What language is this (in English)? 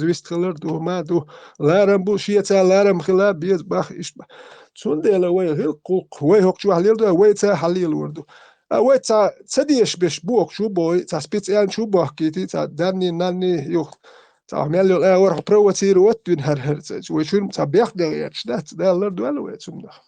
Chechen